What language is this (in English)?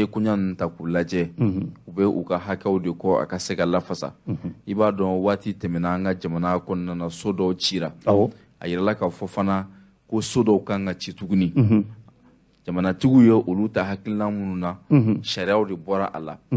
Bambara